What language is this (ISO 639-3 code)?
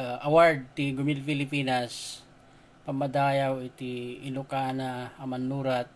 ilo